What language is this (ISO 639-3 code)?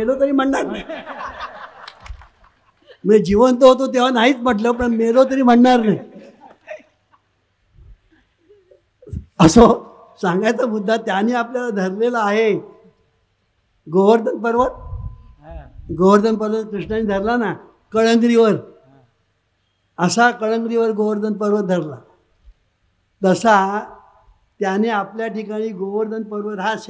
mar